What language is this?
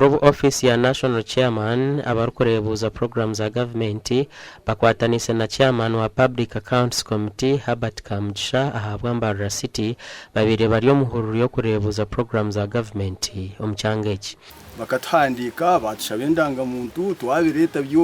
Nyankole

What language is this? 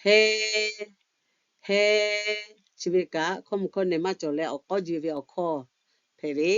Lahu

